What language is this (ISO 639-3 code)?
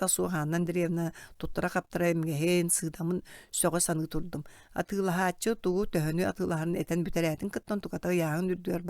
sah